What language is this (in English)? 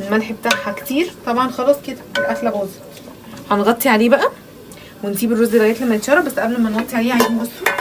Egyptian Arabic